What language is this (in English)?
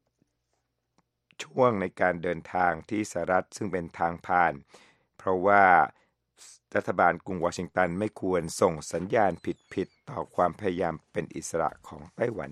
Thai